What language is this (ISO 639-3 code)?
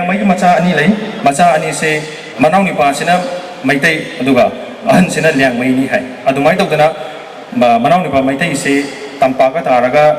mni